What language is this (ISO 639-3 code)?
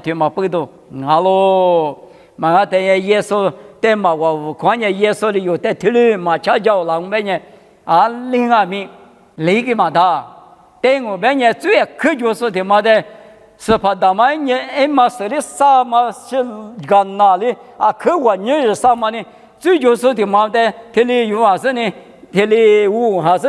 lis